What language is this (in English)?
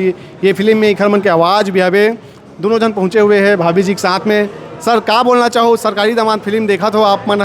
Chhattisgarhi